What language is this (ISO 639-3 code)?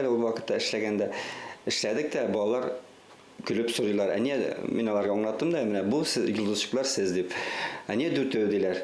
bak